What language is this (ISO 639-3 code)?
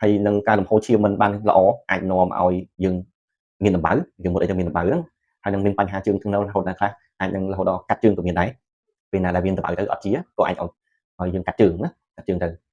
khm